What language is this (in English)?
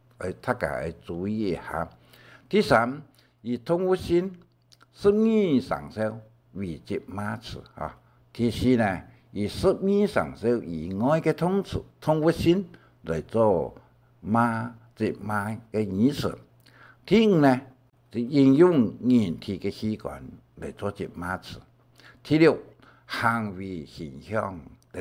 Hakka Chinese